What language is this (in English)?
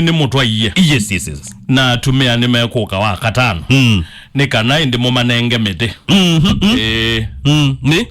Kamba